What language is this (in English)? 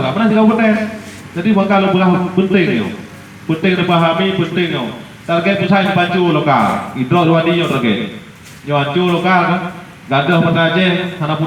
Achinese